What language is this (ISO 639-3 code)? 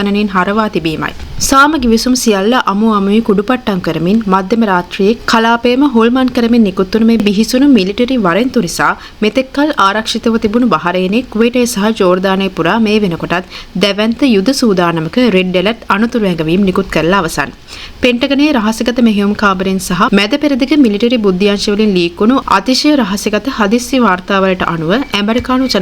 sin